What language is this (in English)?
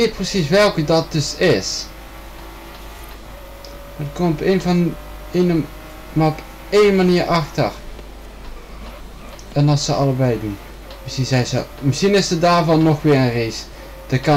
Dutch